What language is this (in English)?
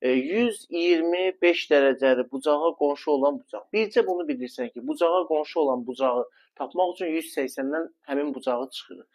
Azerbaijani